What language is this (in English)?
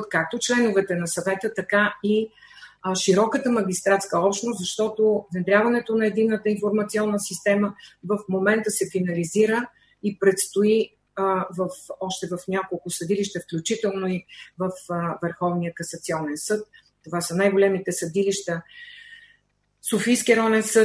Bulgarian